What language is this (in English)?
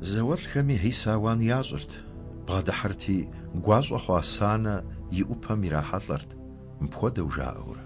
Kabardian